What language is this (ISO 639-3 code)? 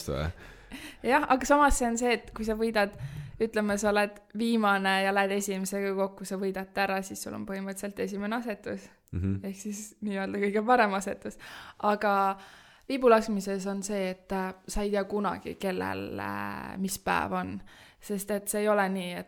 est